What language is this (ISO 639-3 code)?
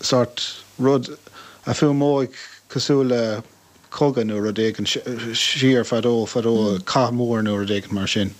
gle